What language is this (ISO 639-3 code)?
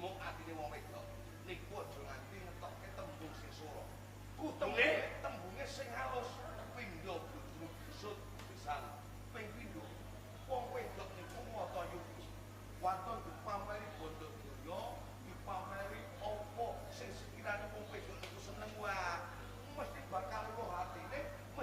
jav